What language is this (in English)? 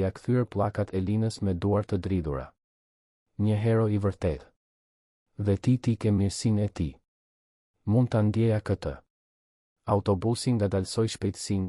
Albanian